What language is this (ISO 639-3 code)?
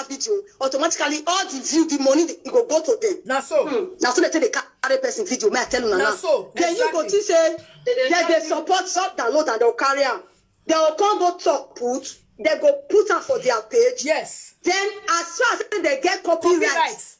pcm